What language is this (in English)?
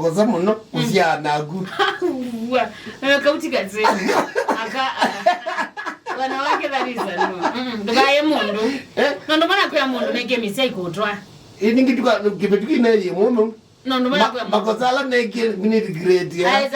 Kamba